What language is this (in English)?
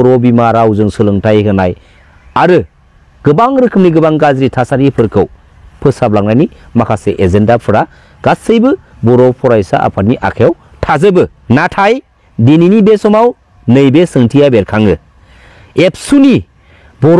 Bodo